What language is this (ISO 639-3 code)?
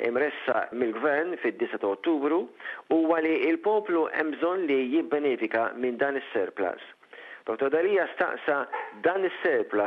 mlt